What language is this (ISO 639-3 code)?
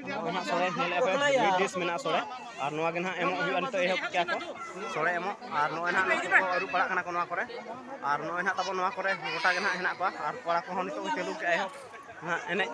sat